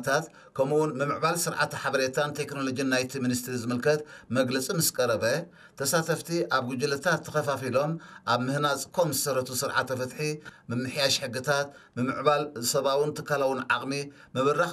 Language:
Tigrinya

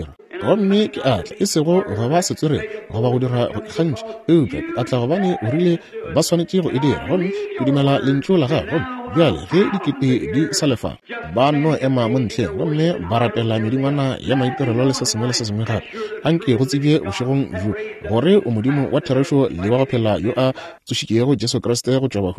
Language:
Northern Sotho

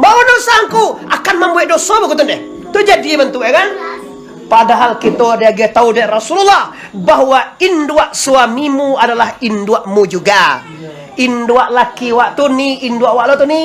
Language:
Minangkabau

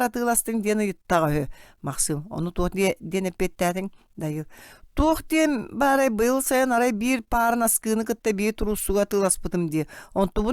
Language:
Yakut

